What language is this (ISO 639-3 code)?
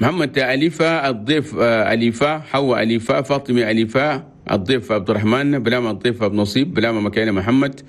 shu